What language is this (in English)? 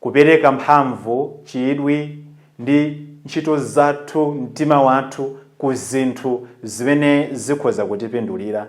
Nyanja